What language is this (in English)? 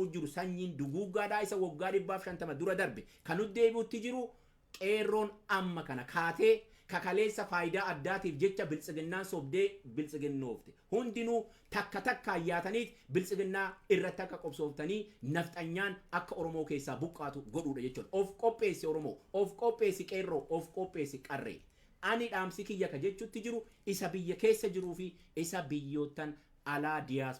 Oromo